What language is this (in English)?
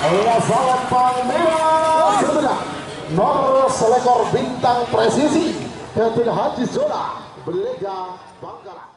Madurese